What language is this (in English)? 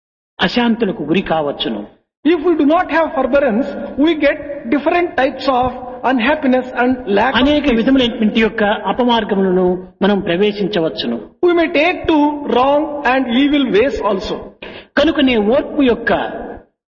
Telugu